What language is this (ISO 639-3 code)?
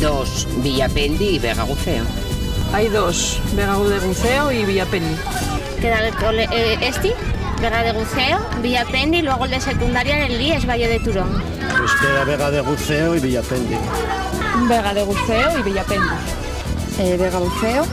ast